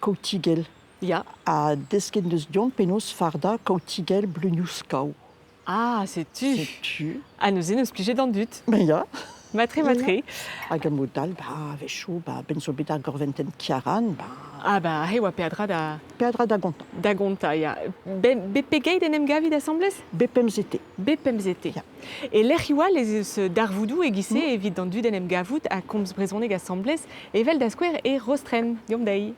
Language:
Breton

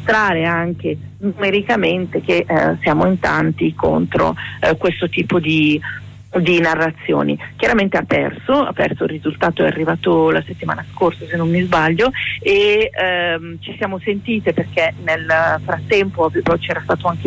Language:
Italian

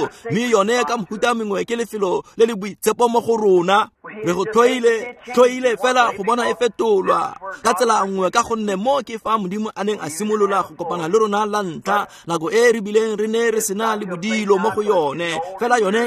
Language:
Tswana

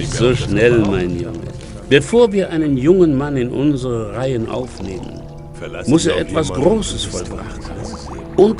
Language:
Bavarian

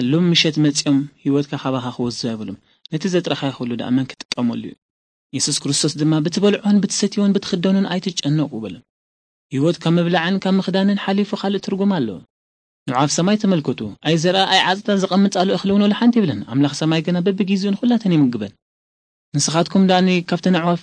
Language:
Tigrinya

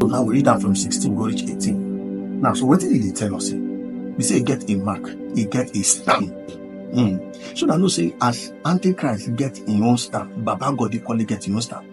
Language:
Nigerian Pidgin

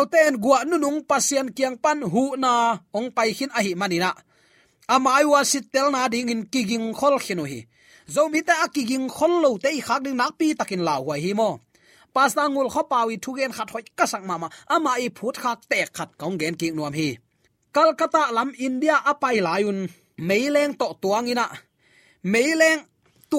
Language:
Tedim Chin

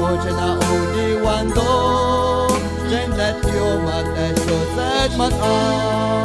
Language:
Guerrero Amuzgo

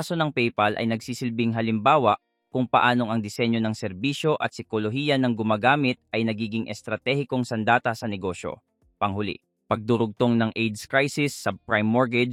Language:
Filipino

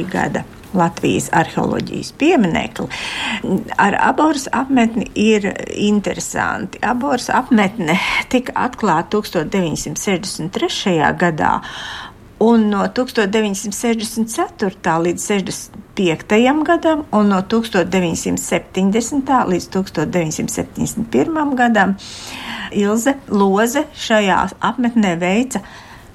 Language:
Latvian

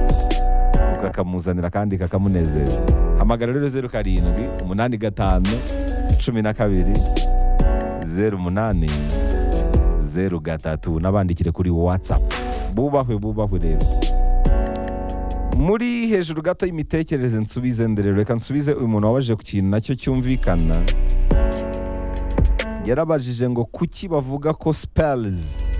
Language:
Kinyarwanda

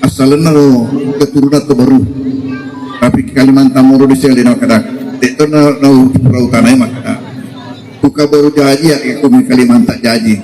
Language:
Buginese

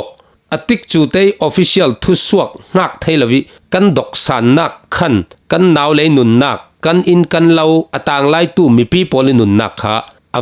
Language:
Falam Chin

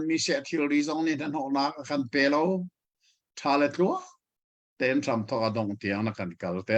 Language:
Hakha Chin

